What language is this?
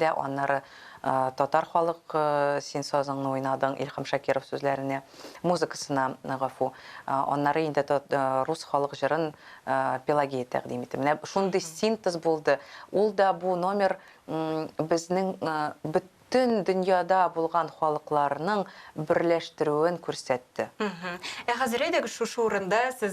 Tatar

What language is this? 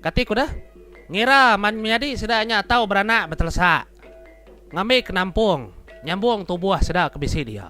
Iban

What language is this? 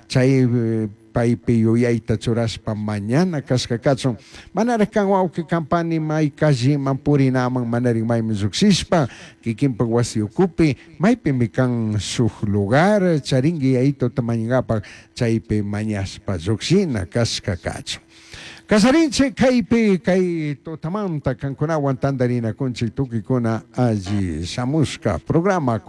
Chimborazo Highland Quichua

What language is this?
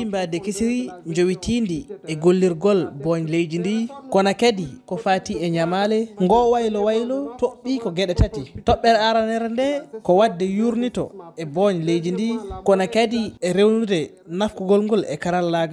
Fula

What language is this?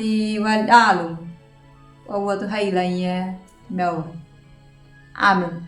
Anakalangu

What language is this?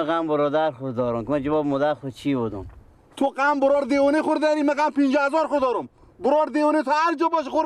Persian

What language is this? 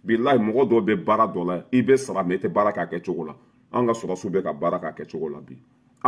Bambara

